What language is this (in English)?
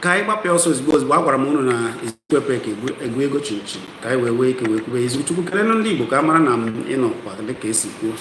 Igbo